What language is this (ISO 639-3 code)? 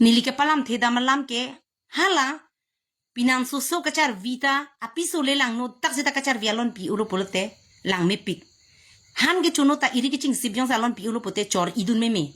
mjw